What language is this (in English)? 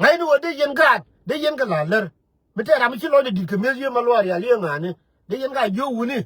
Nuer